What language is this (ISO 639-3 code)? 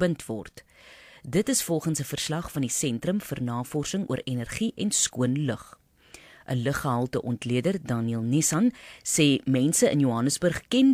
afr